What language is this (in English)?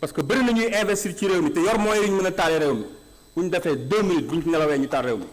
Wolof